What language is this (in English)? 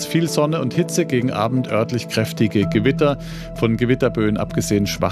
German